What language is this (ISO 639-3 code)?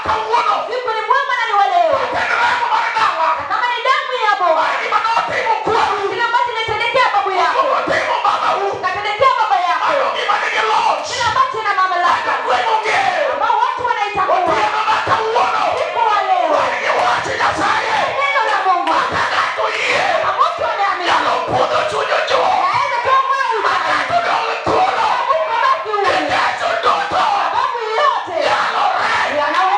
luo